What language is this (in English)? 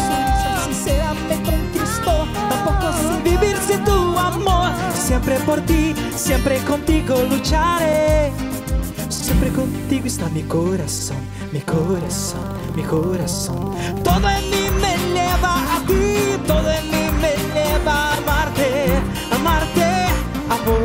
Portuguese